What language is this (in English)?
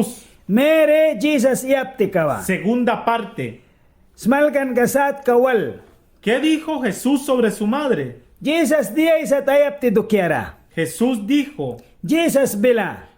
Mískito